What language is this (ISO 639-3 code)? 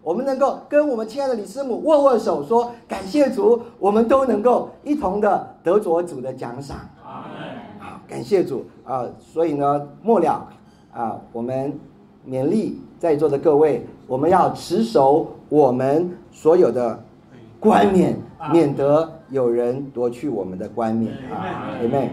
zho